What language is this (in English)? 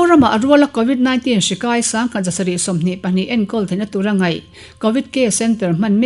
Mizo